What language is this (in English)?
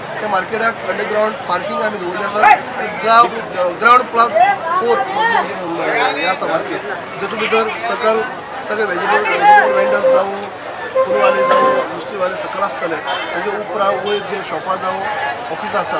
Konkani